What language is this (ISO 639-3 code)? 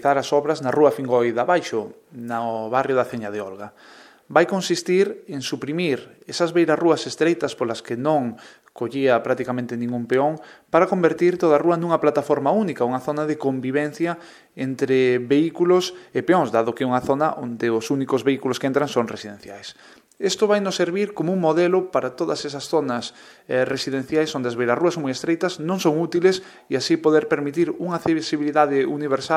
glg